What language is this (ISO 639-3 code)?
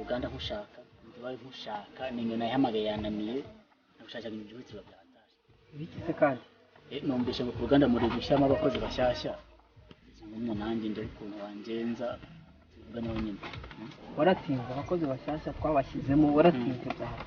kin